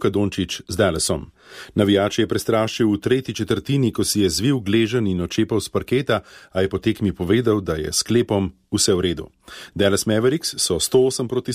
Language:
Slovenian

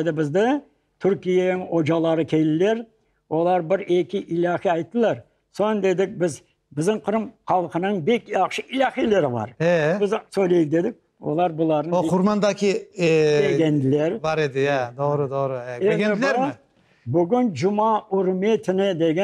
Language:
Crimean Tatar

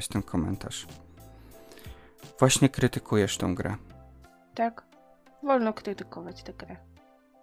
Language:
Polish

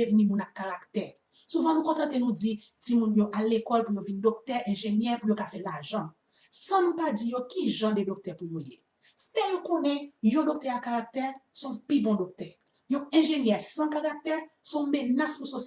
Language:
Haitian Creole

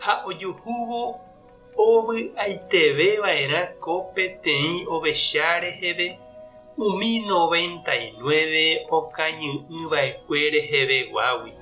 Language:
Guarani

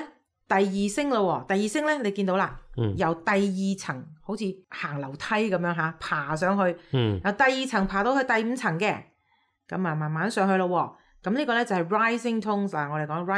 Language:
Cantonese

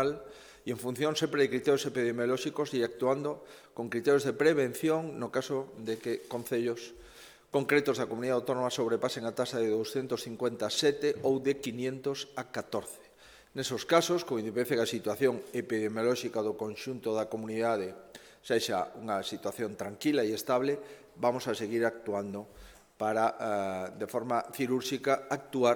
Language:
Galician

